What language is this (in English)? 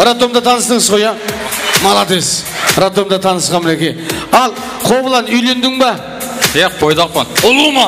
Kara-Kalpak